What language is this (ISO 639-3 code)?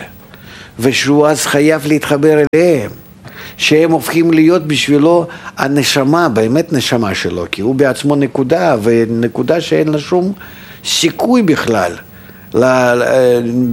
heb